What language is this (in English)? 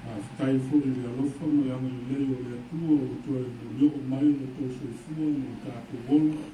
Samoan